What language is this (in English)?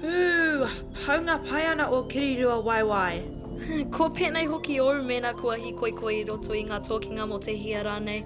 Māori